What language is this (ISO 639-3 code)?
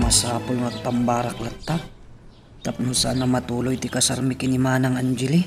ilo